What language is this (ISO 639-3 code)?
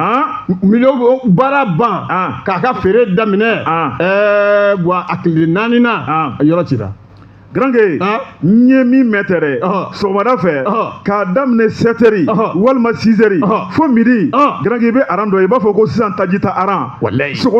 bam